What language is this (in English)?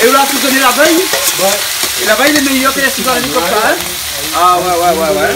Réunion Creole French